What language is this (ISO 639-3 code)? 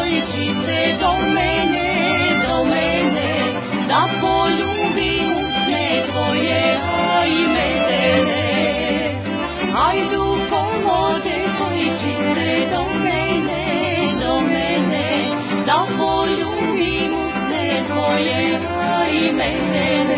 srp